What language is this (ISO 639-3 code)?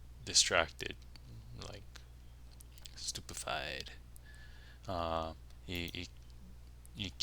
haw